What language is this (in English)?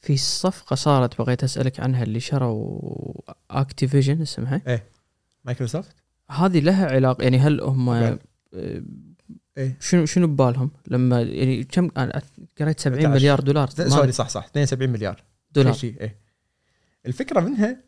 Gulf Arabic